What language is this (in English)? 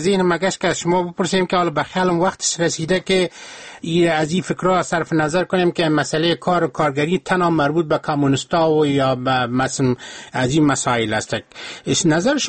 Persian